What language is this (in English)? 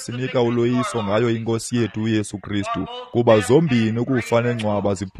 Xhosa